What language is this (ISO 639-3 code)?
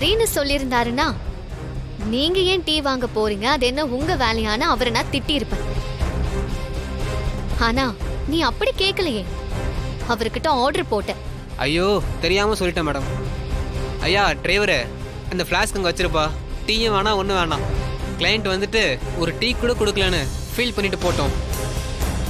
tam